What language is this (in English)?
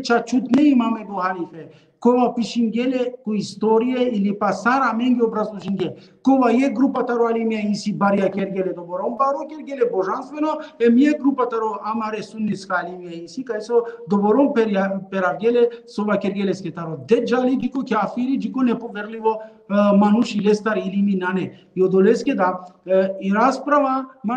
Balkan Romani